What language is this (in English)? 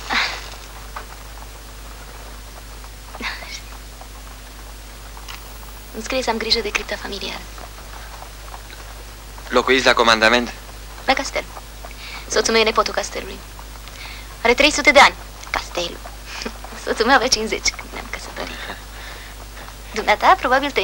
Romanian